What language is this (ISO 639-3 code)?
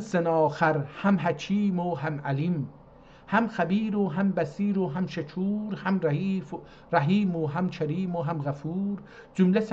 azb